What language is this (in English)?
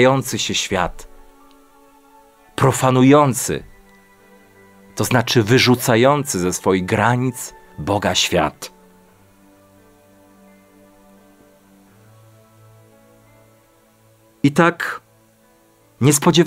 Polish